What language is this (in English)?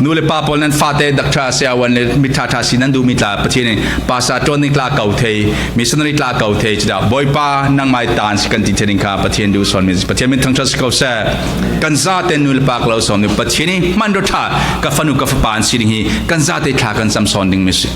Falam Chin